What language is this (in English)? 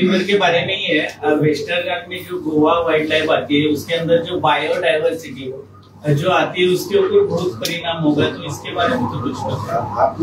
Hindi